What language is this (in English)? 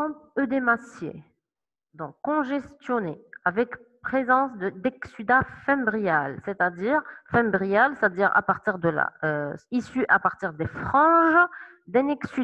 French